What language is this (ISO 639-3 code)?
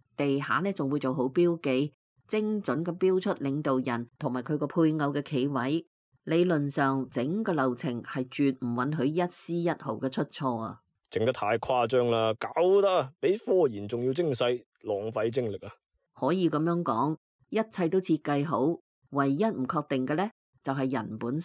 yue